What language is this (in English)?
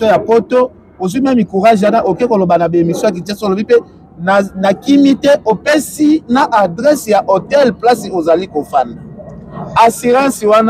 Lingala